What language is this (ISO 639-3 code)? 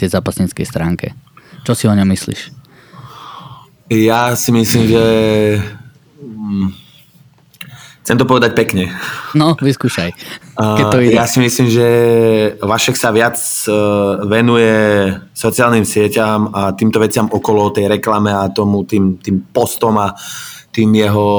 slk